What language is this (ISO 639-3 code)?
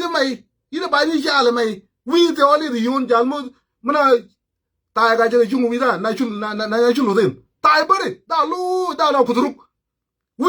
nus